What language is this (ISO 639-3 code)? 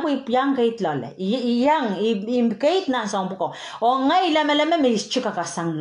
pon